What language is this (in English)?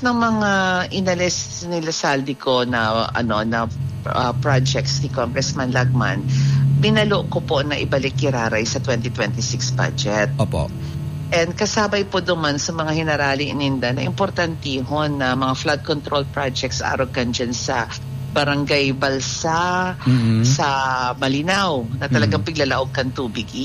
Bikol